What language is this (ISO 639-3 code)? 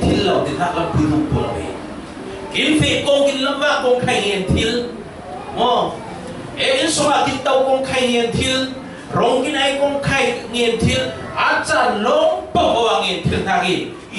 cfm